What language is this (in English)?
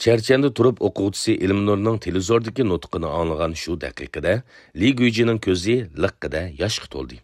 Uyghur